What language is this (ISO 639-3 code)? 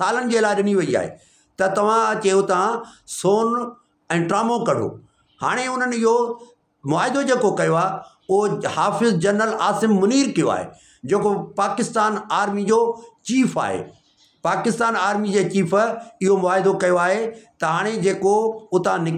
snd